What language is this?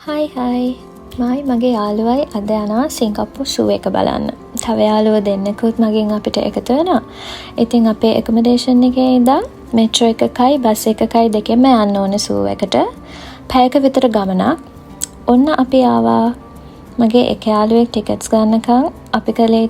Sinhala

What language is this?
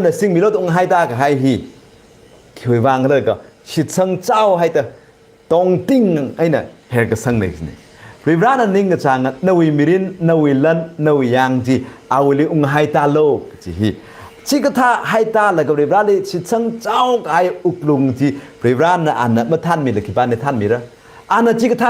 Tangkhul Naga (India)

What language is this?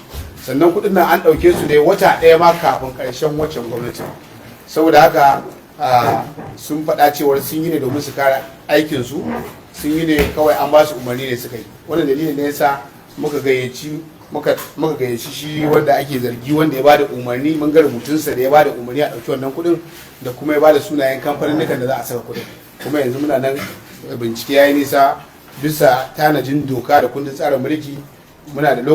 Hausa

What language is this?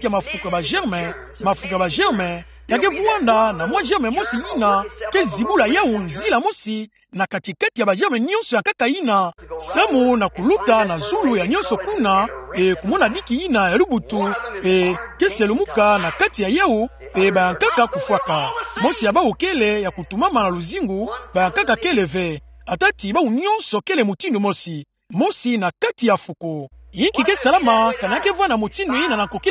Kituba (Democratic Republic of Congo)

